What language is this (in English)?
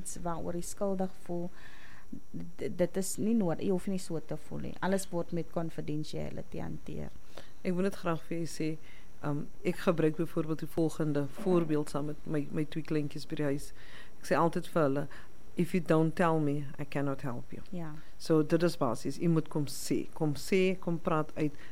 Afrikaans